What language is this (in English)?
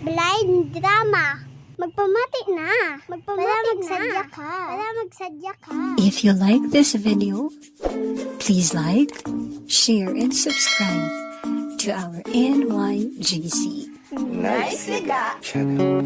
Hiligaynon